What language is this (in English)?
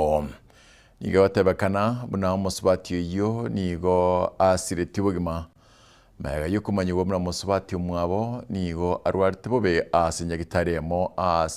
Gusii